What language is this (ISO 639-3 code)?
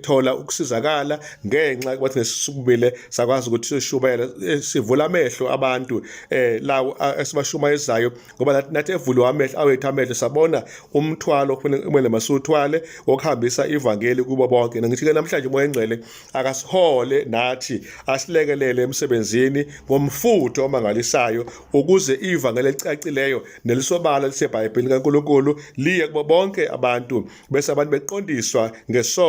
zul